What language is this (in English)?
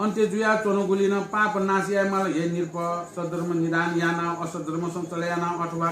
Newari